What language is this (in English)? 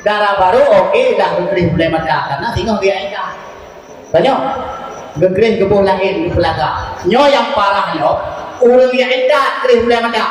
Achinese